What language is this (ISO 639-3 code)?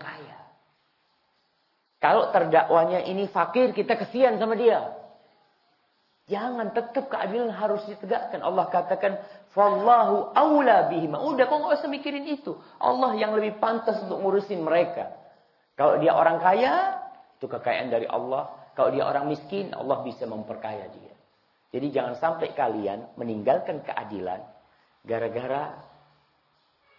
ind